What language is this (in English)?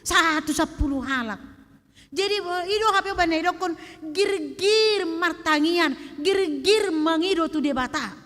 Batak Toba